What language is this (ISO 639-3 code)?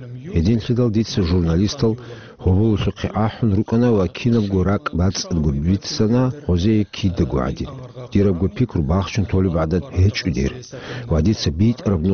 ava